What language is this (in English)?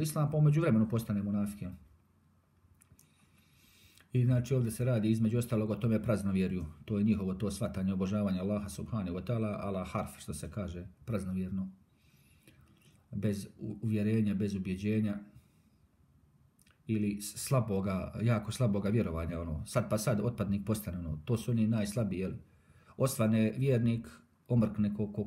Bosnian